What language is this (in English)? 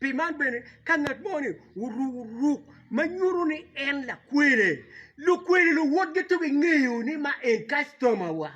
Acoli